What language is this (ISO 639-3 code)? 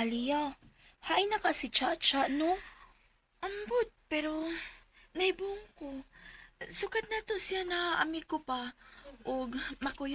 ceb